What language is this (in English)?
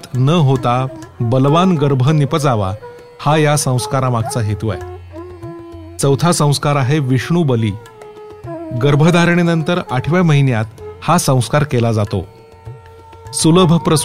Marathi